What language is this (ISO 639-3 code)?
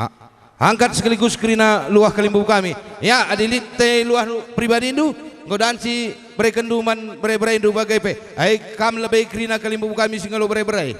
btx